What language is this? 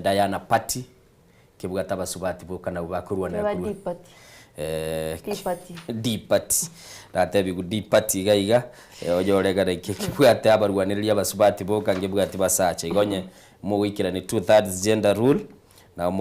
Gusii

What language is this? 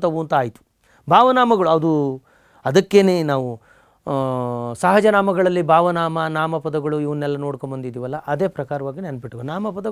Kannada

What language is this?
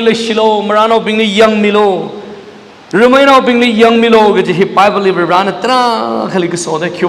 Tangkhul Naga (India)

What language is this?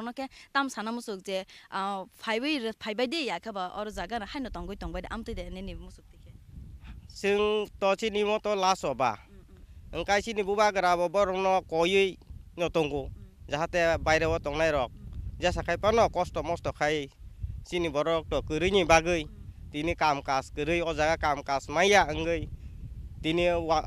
Kok Borok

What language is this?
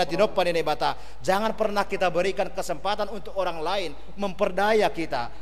Batak Simalungun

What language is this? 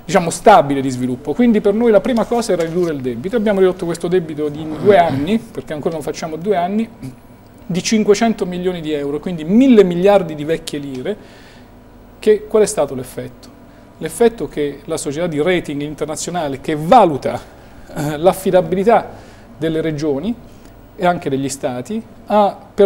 Italian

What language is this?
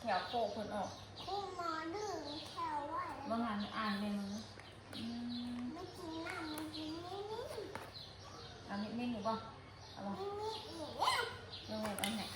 Northeastern Thai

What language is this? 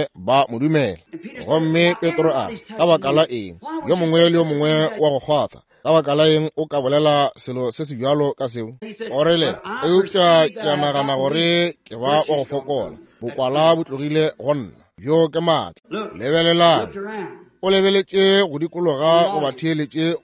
Northern Sotho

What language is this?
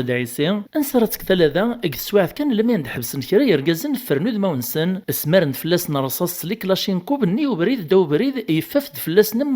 Kabyle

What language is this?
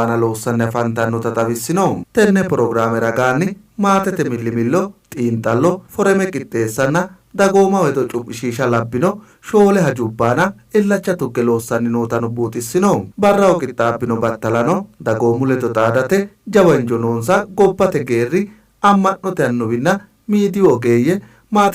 Sidamo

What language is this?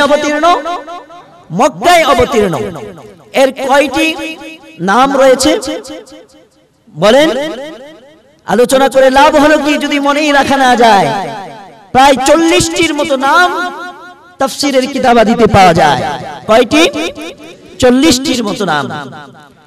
Bangla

